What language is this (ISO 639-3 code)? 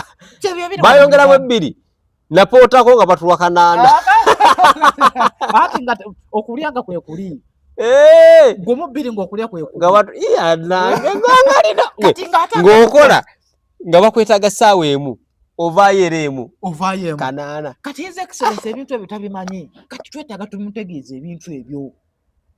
lug